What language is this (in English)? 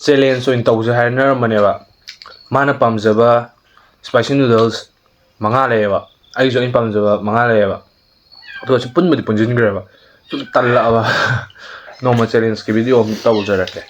Manipuri